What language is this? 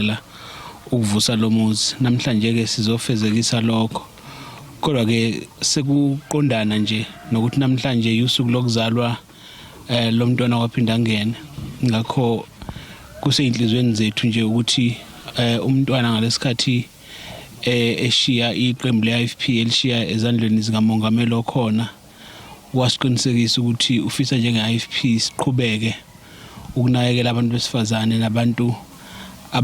Zulu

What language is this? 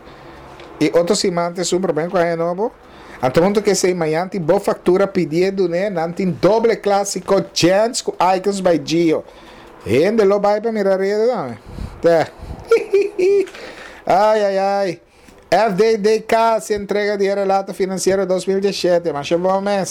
Papiamento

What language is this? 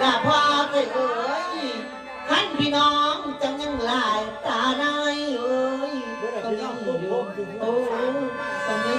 Northeastern Thai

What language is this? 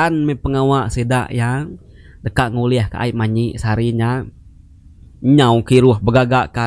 Iban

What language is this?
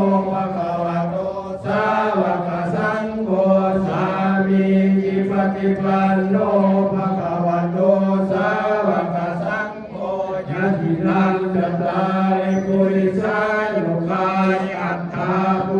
Pali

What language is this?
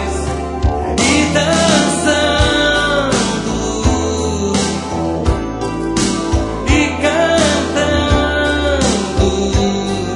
Portuguese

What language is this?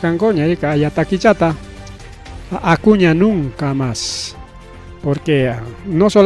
Ayacucho Quechua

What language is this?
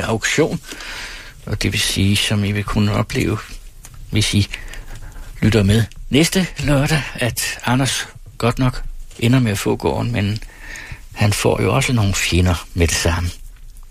Danish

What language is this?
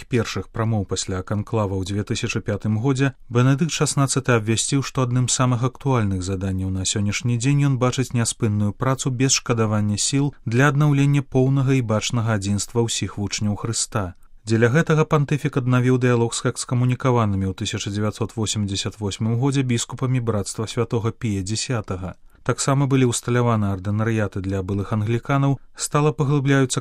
Belarusian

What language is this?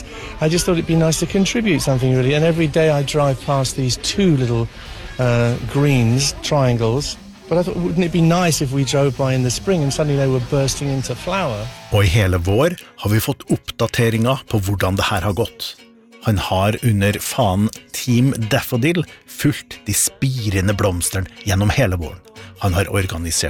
Norwegian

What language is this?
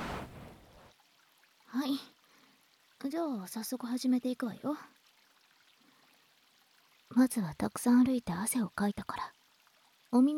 Japanese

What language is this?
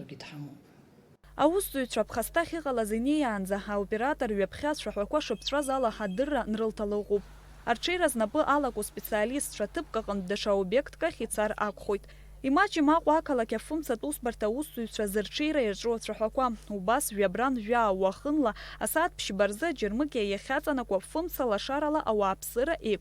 Abkhazian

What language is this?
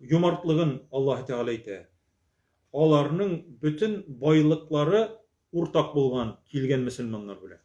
Tatar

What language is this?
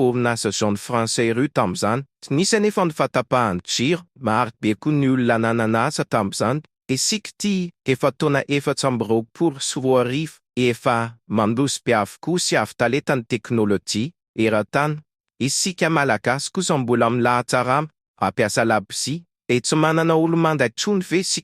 Malagasy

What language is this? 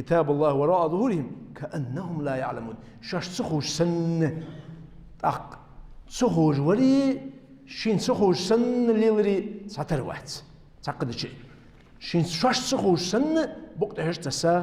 Ingush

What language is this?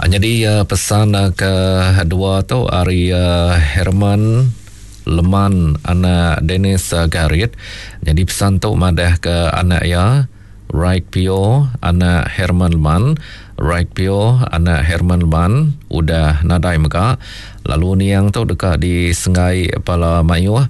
Iban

